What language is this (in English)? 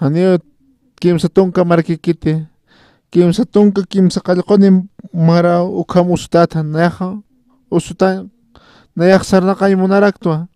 Aymara